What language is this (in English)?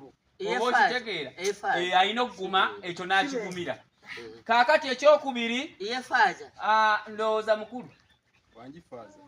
Ganda